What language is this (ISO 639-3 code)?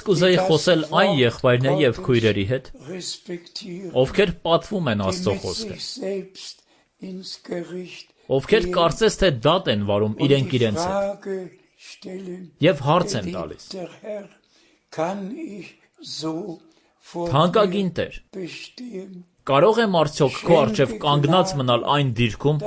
hye